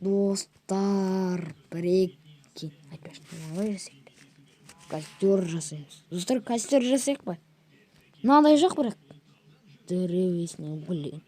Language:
Kazakh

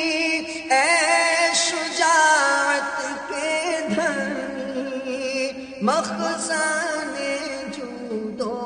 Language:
Urdu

